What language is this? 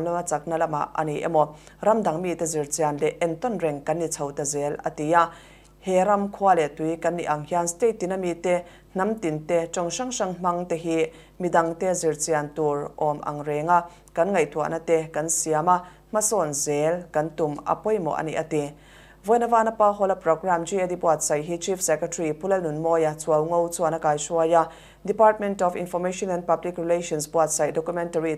Mizo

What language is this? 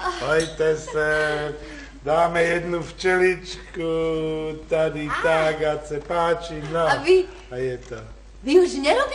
Slovak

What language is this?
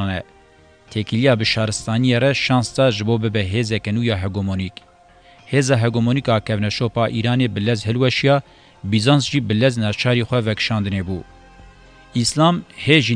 Kurdish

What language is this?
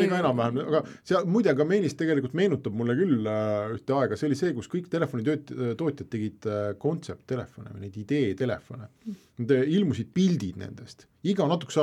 Estonian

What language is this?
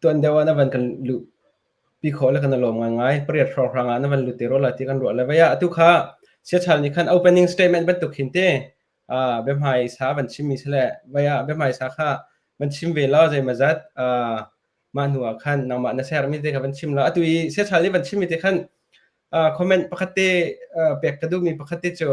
Hakha Chin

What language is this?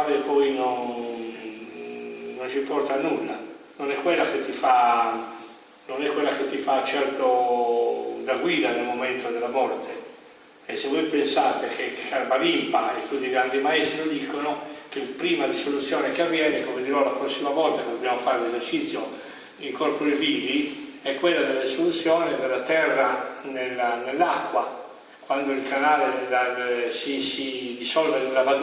Italian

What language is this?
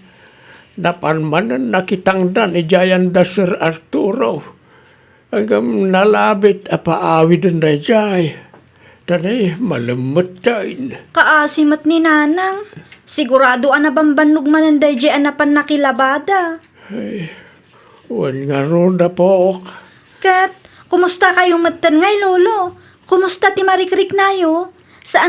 Iloko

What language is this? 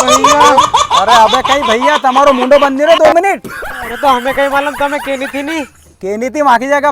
Rajasthani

